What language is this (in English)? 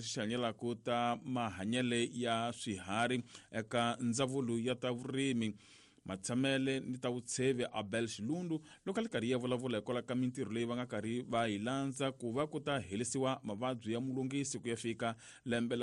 Tsonga